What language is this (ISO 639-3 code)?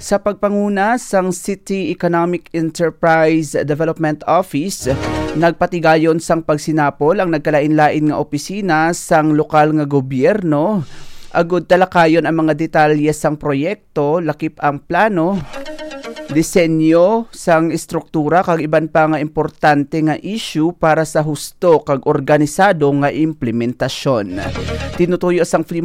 hil